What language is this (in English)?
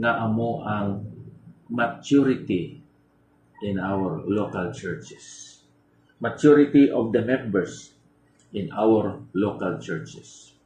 Hiligaynon